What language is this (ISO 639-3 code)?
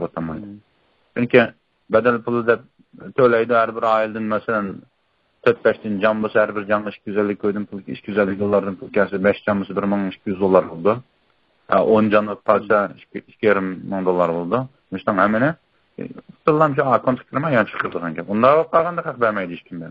uig